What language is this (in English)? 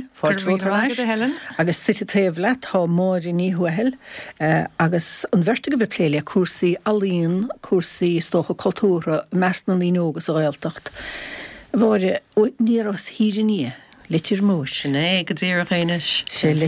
Irish